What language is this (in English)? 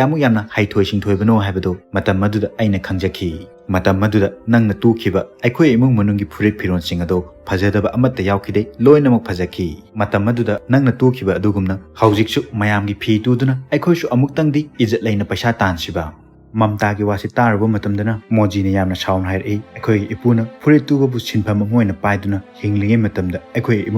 Manipuri